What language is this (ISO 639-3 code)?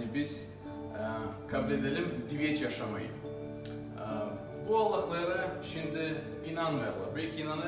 gag